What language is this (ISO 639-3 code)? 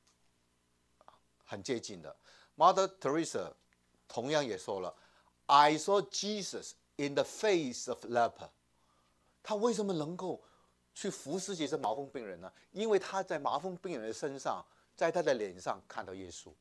zho